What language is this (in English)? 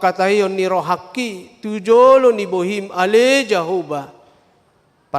Batak Toba